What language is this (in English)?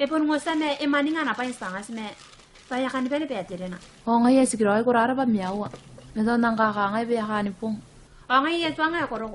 Gilbertese